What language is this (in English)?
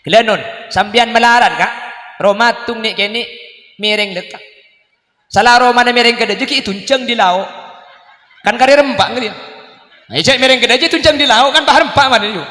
Madurese